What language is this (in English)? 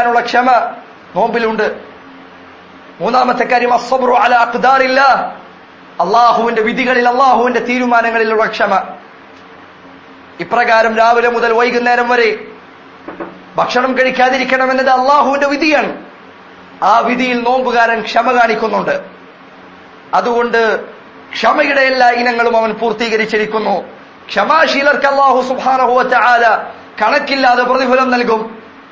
Malayalam